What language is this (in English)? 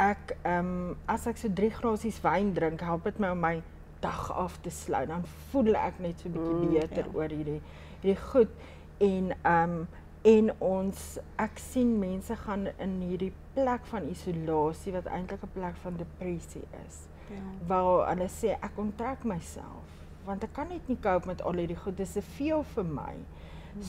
Afrikaans